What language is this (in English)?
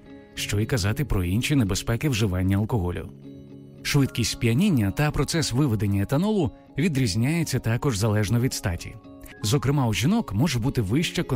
Ukrainian